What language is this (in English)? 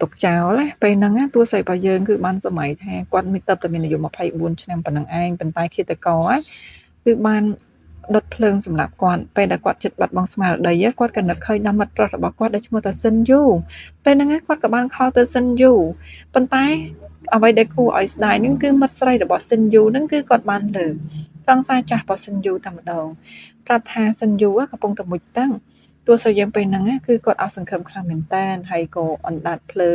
Khmer